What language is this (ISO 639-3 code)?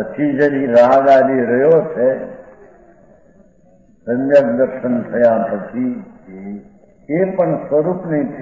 guj